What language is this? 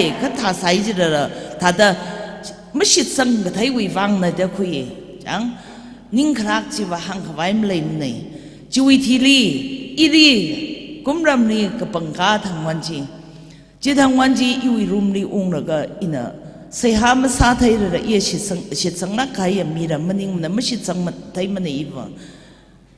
Tangkhul Naga (India)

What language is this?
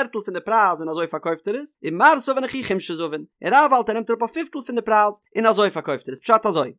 Yiddish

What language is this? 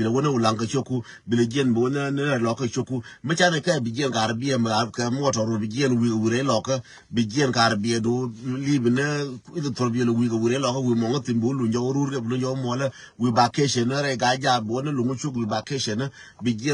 Nuer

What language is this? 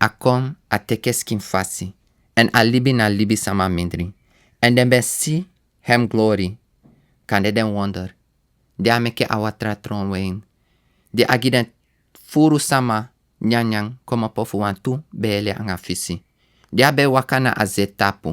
Sranan Tongo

